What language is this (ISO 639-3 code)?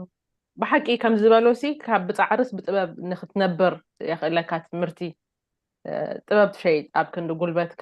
tir